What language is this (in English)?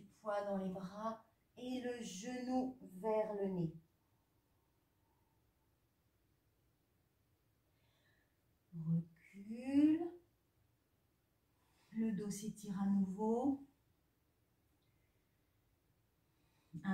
French